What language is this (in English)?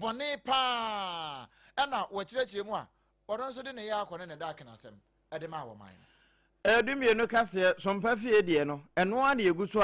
Akan